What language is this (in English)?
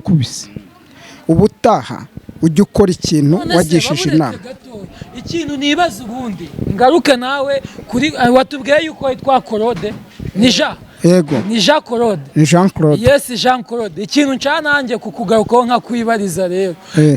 Kinyarwanda